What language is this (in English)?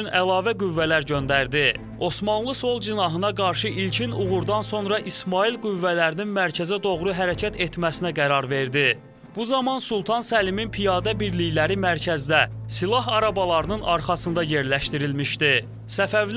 Azerbaijani